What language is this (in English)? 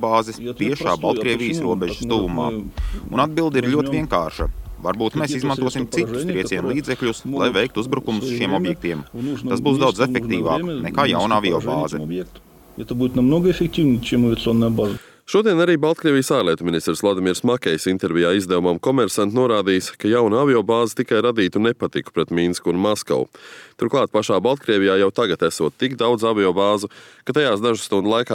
Latvian